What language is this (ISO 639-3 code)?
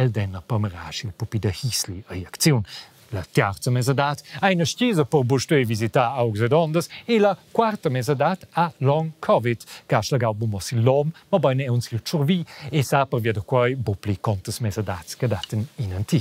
roh